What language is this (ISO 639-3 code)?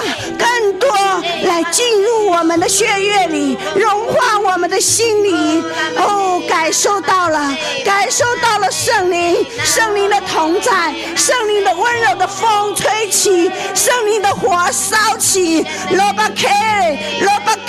zho